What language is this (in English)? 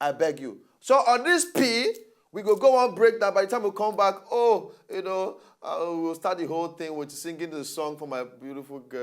Nigerian Pidgin